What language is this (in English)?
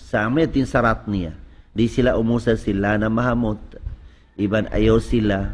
Tausug